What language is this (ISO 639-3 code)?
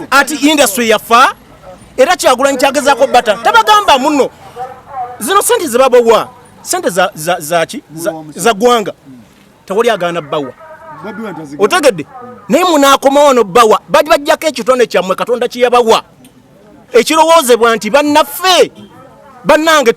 lug